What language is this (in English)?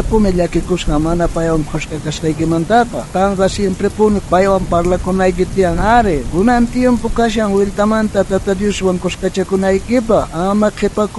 South Bolivian Quechua